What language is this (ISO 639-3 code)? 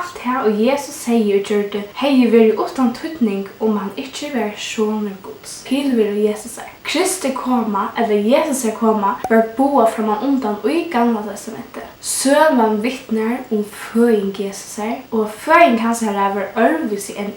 fao